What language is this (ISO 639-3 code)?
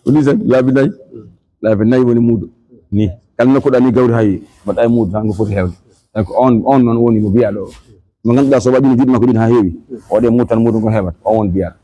ful